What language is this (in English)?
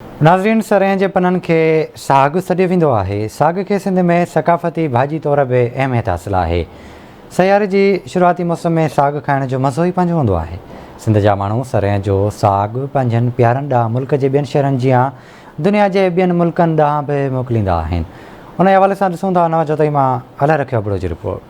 Sindhi